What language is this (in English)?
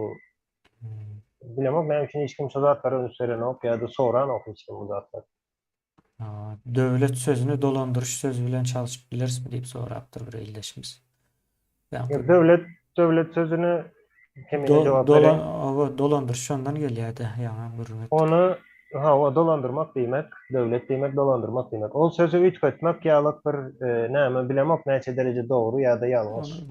Turkmen